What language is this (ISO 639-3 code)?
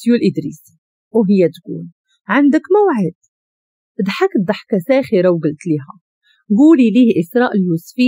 ary